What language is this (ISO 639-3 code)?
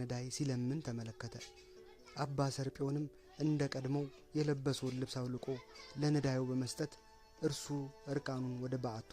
amh